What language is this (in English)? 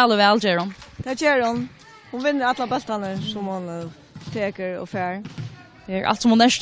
Faroese